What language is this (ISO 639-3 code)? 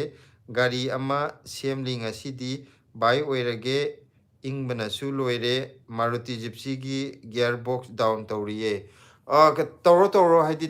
mni